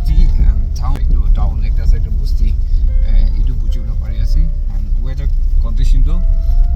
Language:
Naga Pidgin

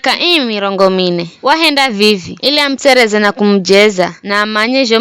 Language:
Giryama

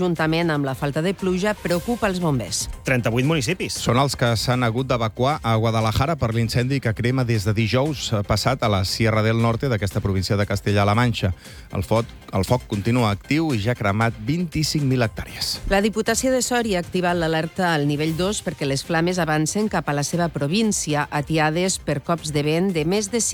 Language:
Catalan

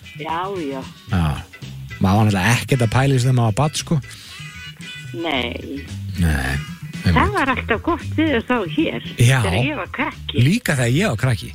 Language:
Icelandic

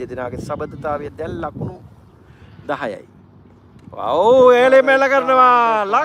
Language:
Sinhala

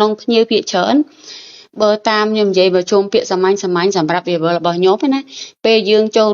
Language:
Khmer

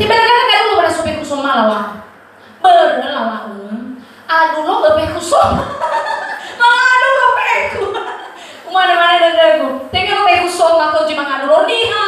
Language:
Nias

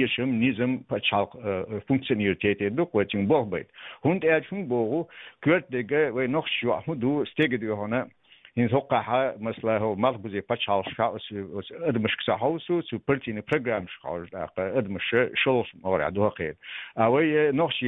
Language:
Chechen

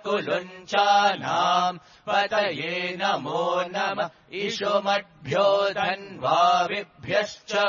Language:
Sanskrit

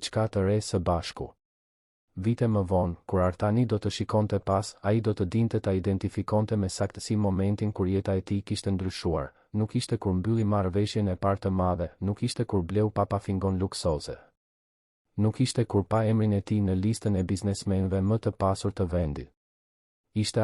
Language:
Albanian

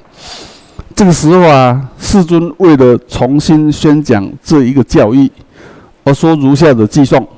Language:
Chinese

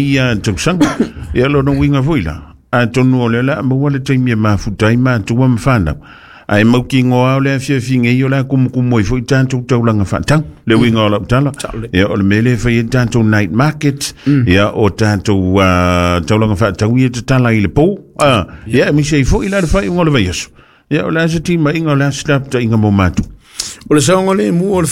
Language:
Samoan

